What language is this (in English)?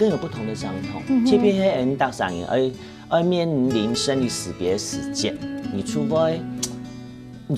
Hakka Chinese